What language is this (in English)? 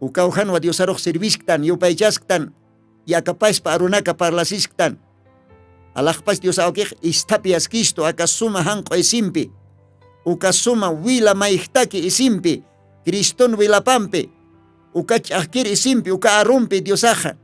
Aymara